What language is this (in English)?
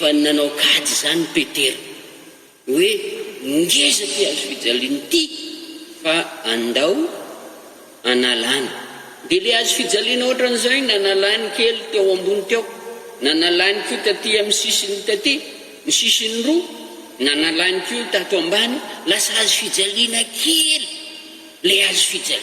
Malagasy